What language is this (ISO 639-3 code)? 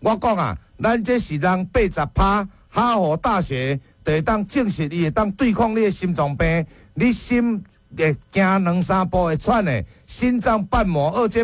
nan